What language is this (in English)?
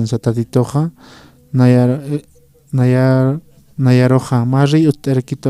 Aymara